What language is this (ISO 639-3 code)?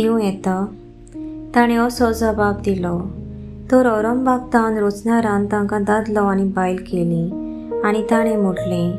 kok